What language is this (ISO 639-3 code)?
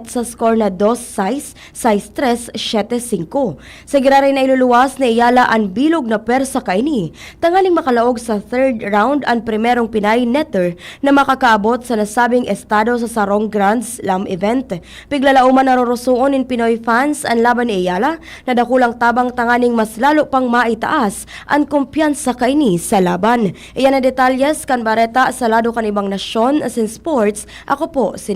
bik